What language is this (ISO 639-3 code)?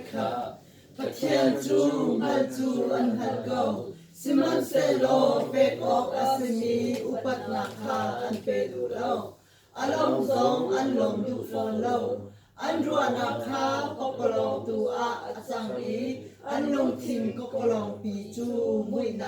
cnh